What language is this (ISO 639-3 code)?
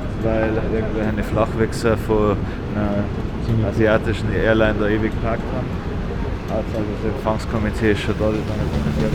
bar